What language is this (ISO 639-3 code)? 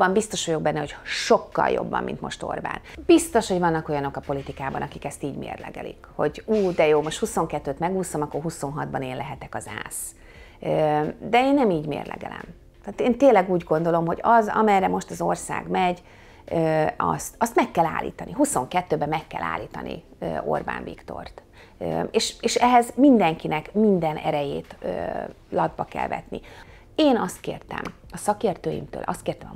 hun